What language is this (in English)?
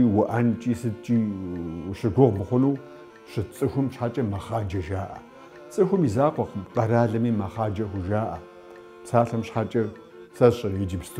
Kabardian